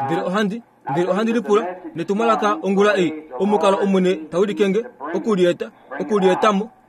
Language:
Kuanyama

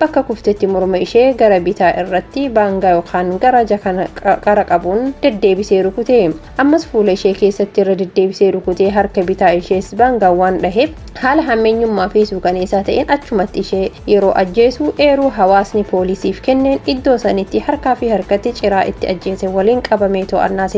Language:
Oromo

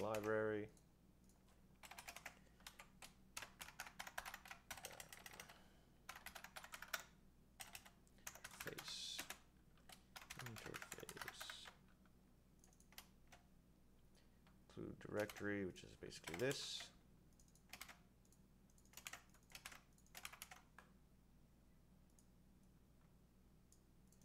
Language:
English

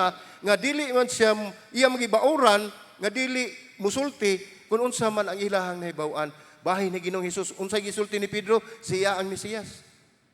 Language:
Cebuano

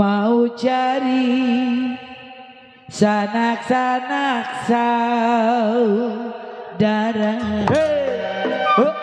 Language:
Betawi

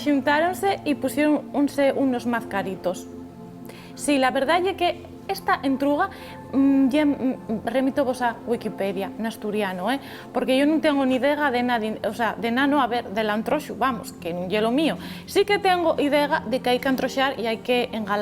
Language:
Asturian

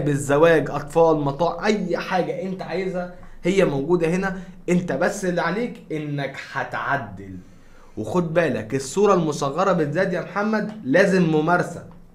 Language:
Egyptian Arabic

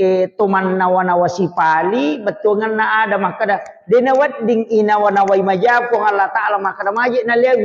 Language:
Buginese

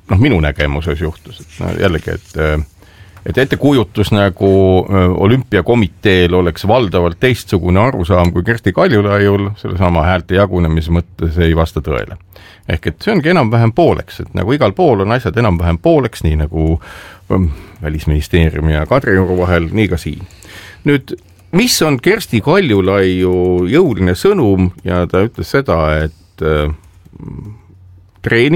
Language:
Estonian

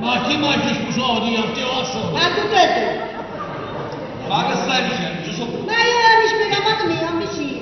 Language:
Neapolitan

